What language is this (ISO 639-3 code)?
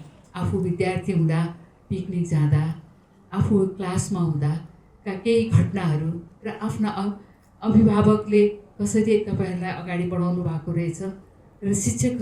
nep